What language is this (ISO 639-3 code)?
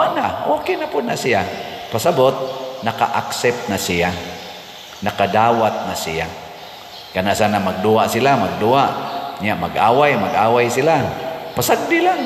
ceb